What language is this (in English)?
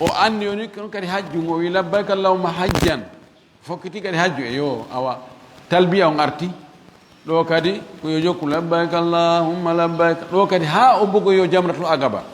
Fula